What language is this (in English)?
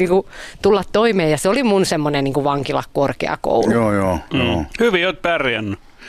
Finnish